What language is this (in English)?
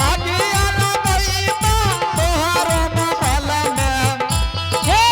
Angika